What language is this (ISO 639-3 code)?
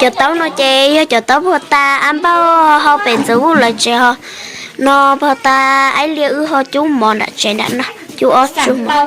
hmn